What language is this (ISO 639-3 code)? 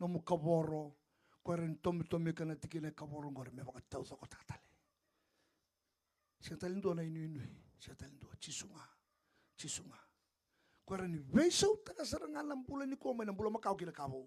fij